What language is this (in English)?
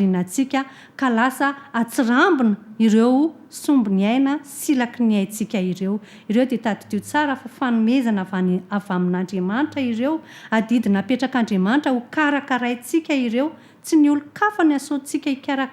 Malagasy